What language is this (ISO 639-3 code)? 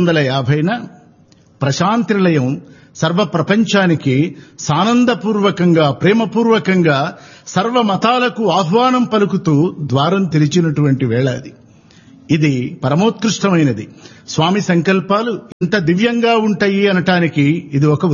tel